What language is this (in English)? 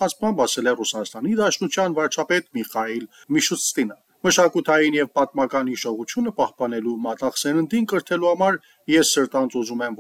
Armenian